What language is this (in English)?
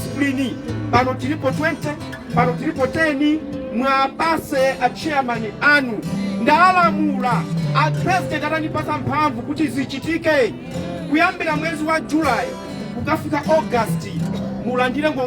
Nyanja